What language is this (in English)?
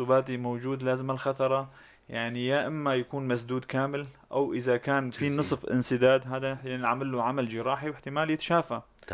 North Levantine Arabic